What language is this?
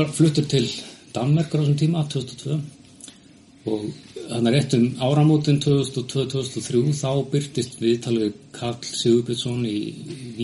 Icelandic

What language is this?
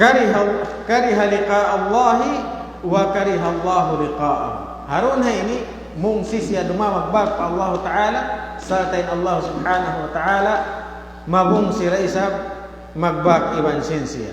Tausug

